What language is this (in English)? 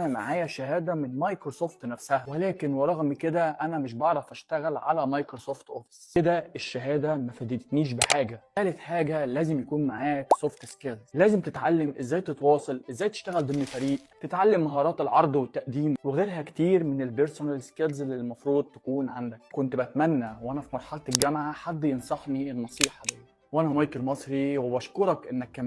Egyptian Arabic